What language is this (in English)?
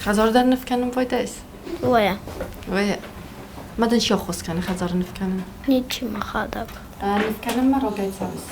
Ossetic